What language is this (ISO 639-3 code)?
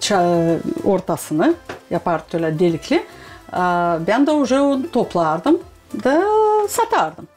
gag